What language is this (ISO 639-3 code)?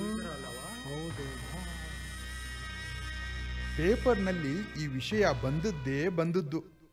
kan